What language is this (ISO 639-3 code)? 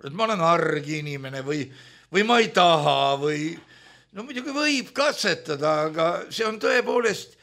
est